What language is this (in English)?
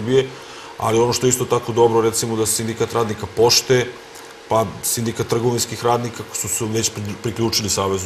Serbian